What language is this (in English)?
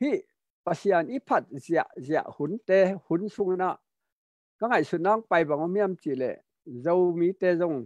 Tedim Chin